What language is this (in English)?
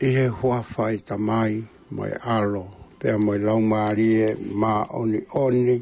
Tongan